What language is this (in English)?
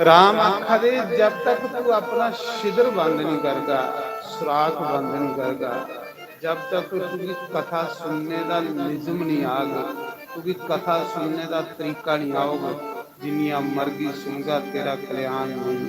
Dogri